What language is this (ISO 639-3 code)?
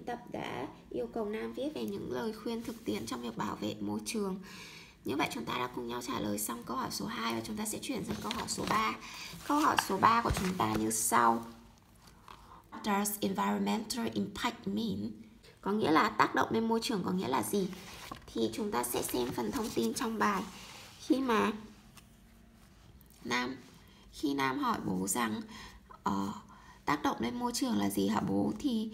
vie